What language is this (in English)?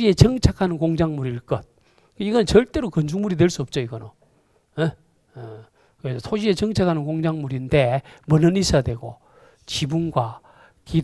Korean